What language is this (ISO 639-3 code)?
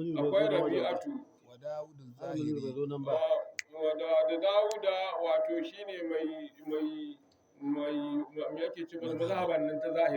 hau